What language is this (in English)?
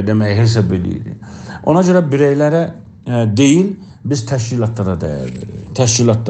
South Azerbaijani